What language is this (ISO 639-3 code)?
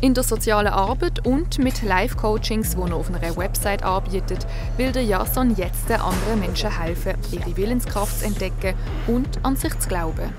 gsw